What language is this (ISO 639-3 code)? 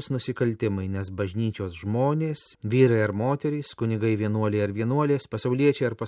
lit